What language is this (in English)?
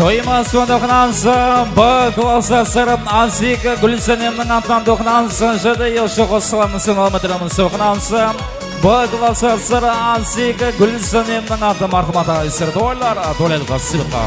Kara-Kalpak